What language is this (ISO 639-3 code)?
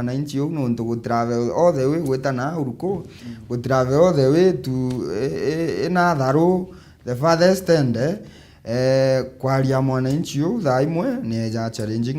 mer